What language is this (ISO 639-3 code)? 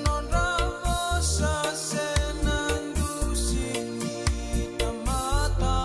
fij